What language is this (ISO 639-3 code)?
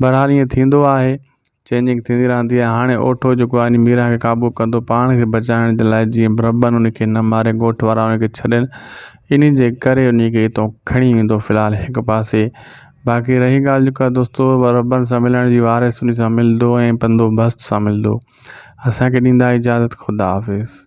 snd